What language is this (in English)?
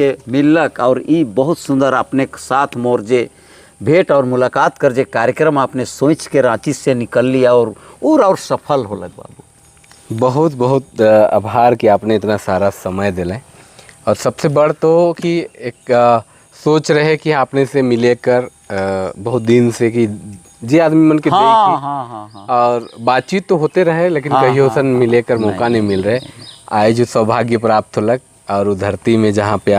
Sadri